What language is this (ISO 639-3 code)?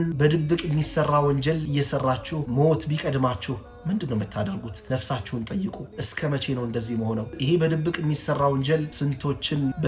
amh